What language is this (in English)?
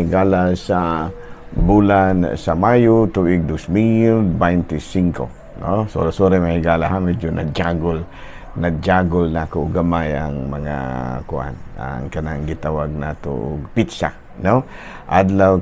Cebuano